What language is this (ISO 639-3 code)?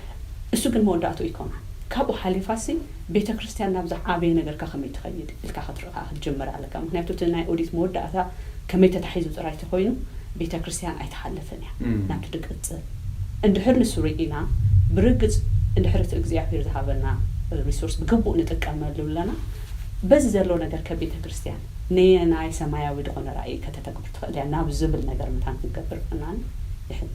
tir